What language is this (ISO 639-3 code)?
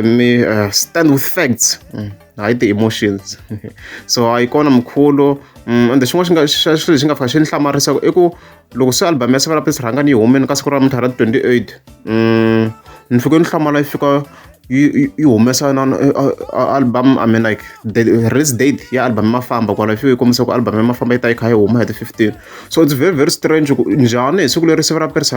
tso